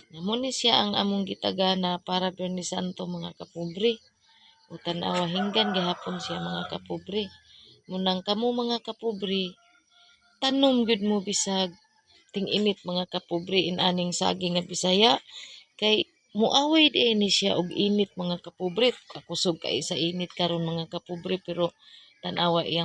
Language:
Cebuano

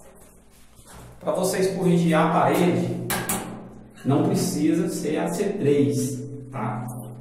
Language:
Portuguese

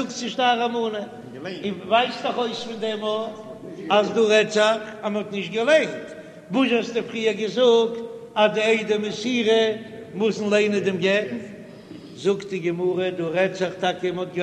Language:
Yiddish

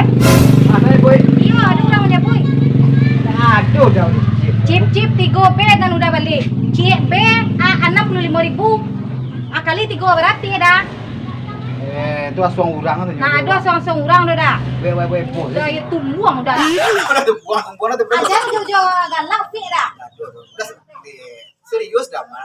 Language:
Minangkabau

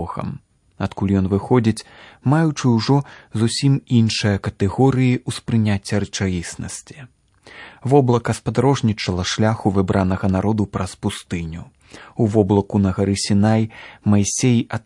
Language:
Belarusian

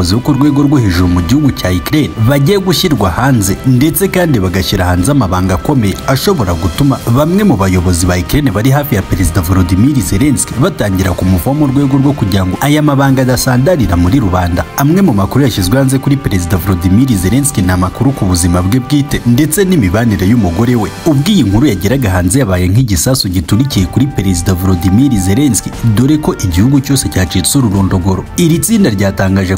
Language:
Kinyarwanda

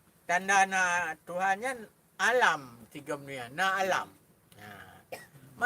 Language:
Achinese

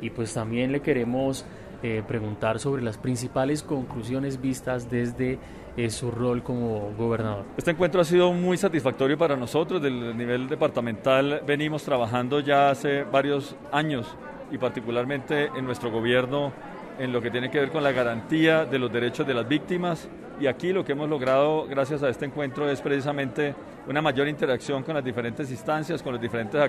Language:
Spanish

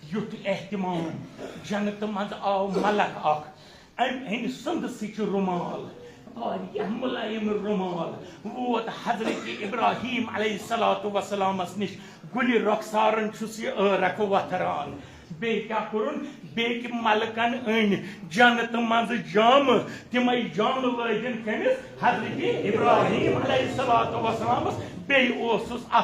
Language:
Kashmiri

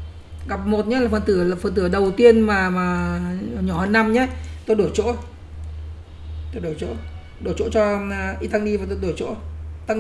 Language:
Vietnamese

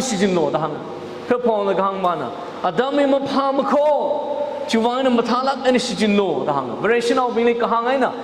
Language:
Tangkhul Naga (India)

